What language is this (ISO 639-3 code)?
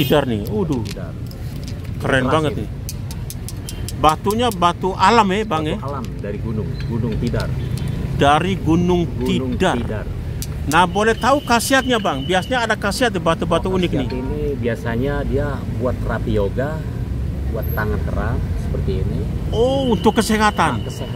ind